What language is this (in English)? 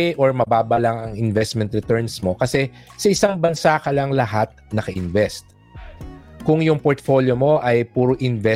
Filipino